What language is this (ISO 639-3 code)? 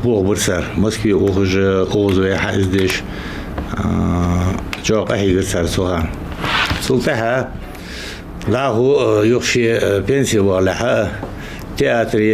inh